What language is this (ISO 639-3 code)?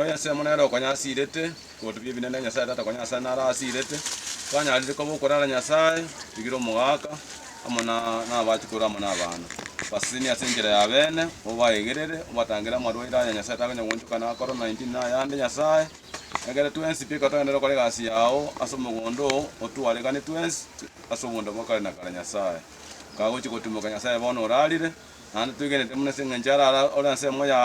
guz